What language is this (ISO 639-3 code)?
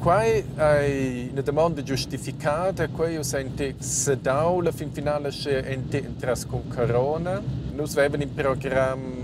roh